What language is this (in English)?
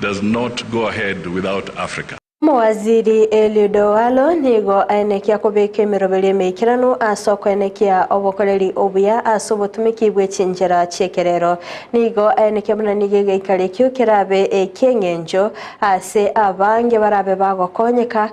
Gusii